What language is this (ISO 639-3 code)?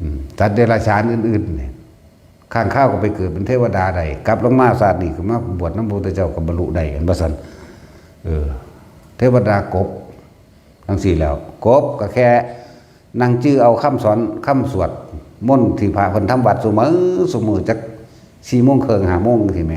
lao